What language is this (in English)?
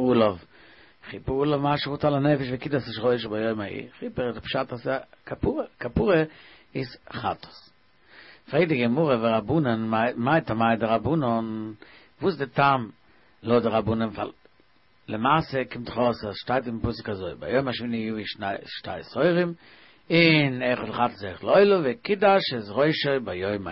Yiddish